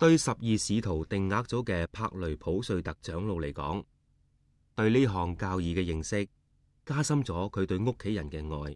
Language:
Cantonese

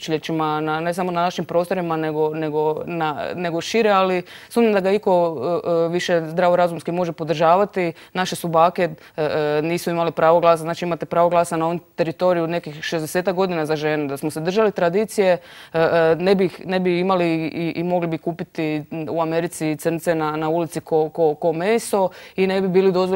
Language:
Croatian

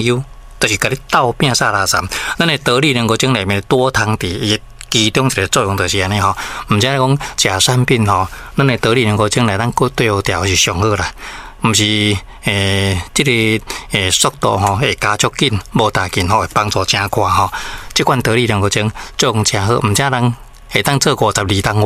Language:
Min Nan Chinese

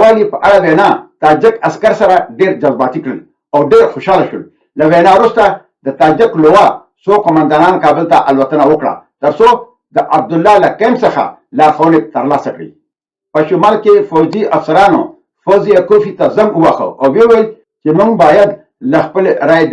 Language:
Pashto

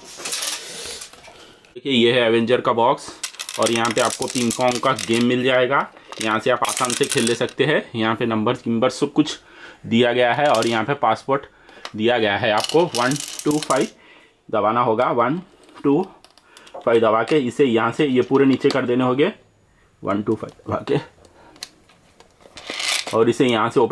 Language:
Hindi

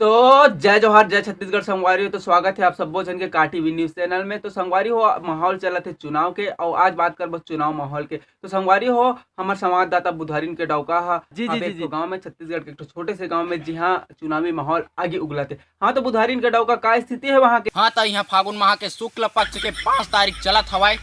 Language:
Chhattisgarhi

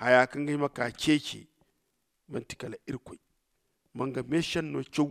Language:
Zarma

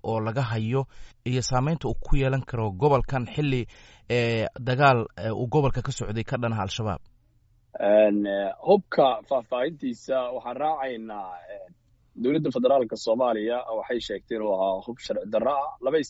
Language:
Somali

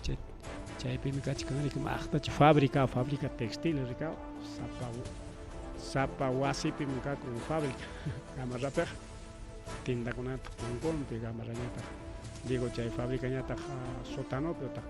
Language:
Ayacucho Quechua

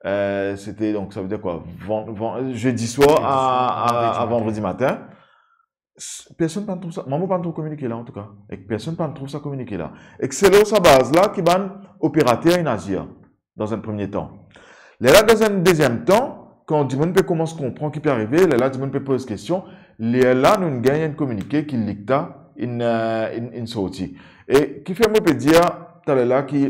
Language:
Morisyen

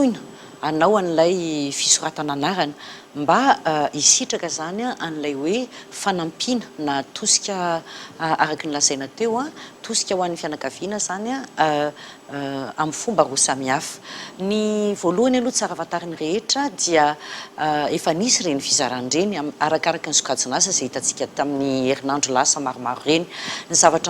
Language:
Malagasy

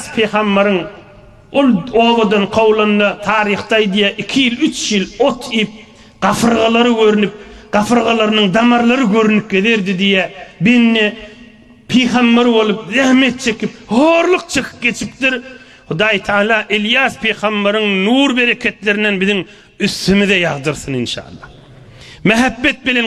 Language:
Turkmen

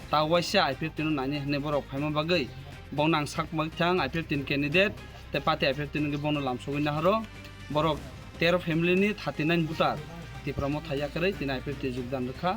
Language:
Kok Borok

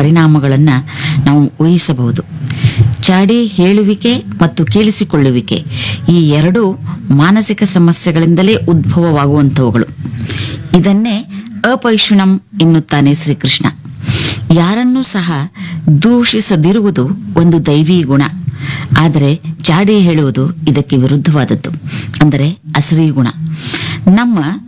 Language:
Kannada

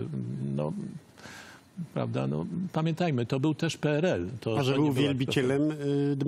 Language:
Polish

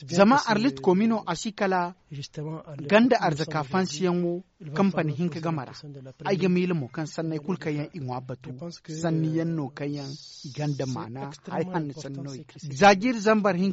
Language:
Zarma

